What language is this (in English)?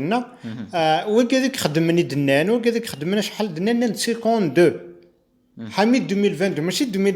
Kabyle